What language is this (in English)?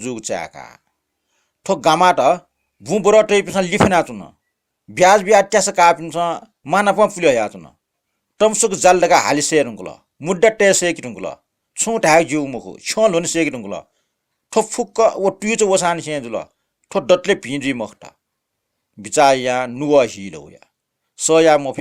Newari